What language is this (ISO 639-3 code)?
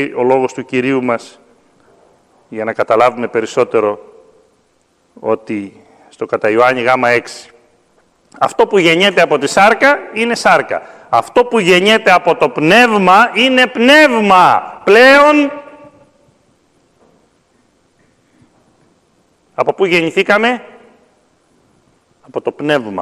ell